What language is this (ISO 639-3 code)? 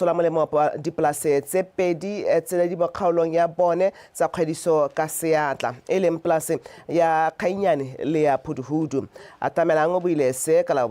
tsn